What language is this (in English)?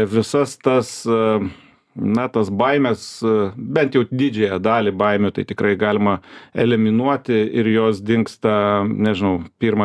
Lithuanian